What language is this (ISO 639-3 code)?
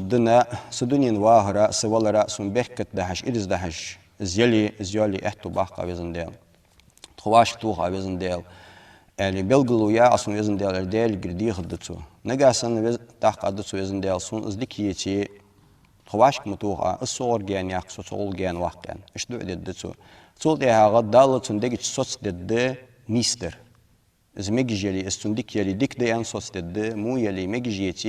inh